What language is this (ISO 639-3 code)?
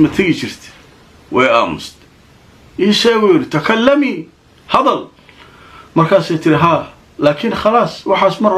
som